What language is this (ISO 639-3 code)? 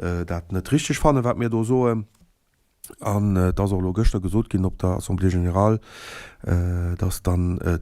ltz